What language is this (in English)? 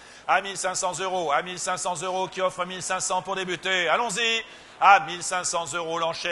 French